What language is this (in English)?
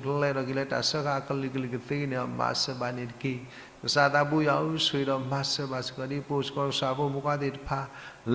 S'gaw Karen